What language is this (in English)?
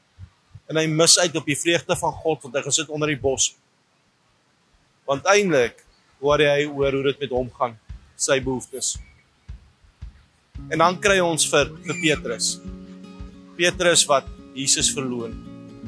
Afrikaans